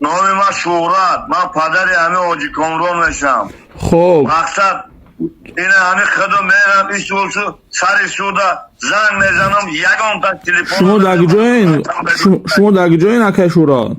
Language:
Tajik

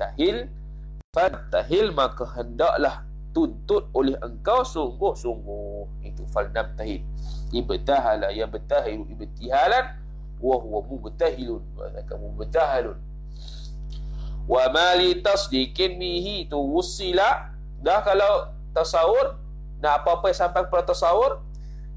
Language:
Malay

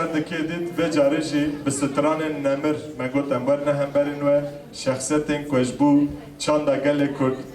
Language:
Kurdish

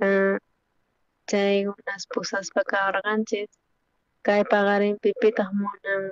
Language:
South Bolivian Quechua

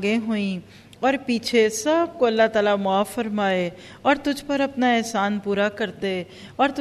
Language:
Urdu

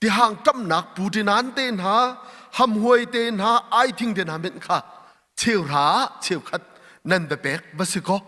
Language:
Hakha Chin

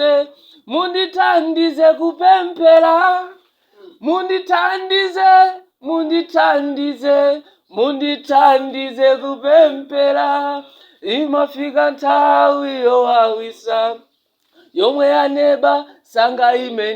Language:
Nyanja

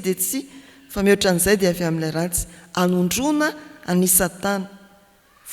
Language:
Malagasy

